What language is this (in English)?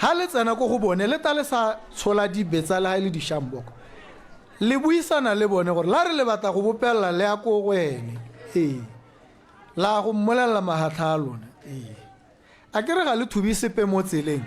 Tswana